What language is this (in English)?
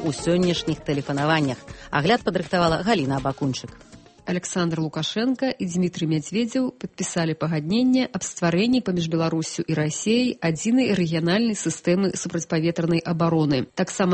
Belarusian